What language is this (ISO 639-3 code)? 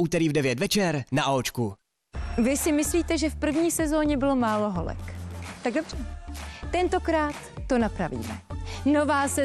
ces